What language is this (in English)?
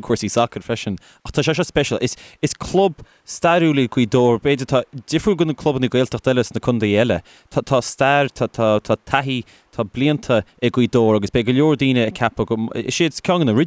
Irish